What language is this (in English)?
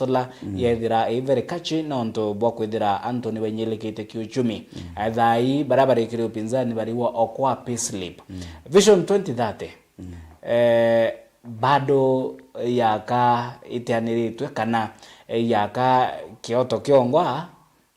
Meru